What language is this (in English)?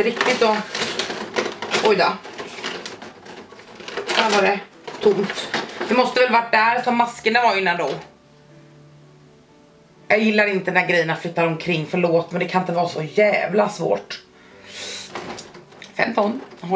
Swedish